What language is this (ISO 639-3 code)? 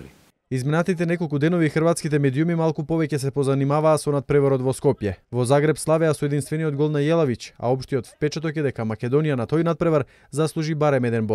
mkd